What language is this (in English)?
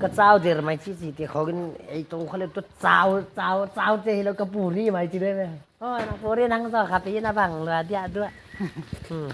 Paite Chin